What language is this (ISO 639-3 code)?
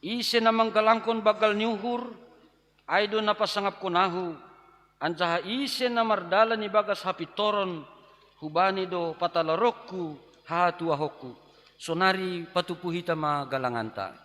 bts